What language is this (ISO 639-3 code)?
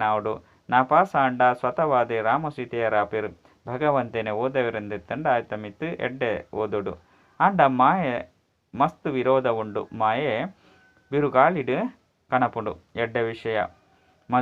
tcy